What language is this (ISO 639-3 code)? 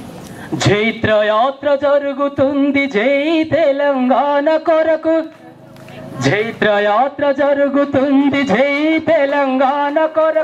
tel